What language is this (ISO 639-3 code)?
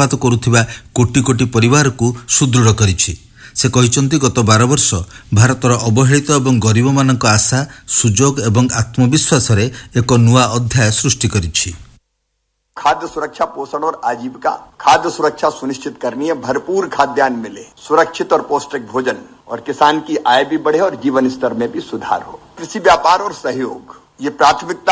ori